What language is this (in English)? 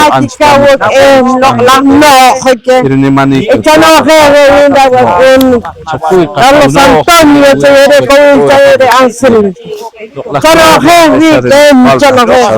Poqomchi'